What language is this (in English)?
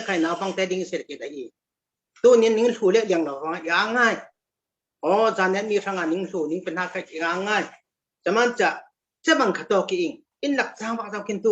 Falam Chin